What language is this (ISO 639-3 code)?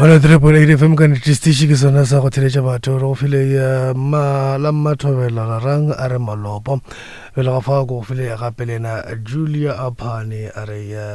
nso